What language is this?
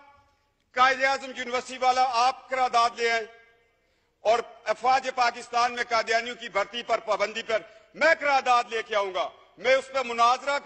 Urdu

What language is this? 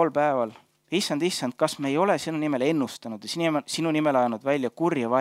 Estonian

